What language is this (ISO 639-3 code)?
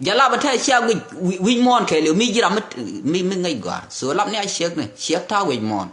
nus